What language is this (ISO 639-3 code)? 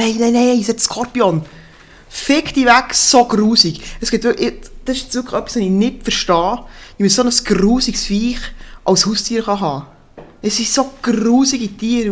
gsw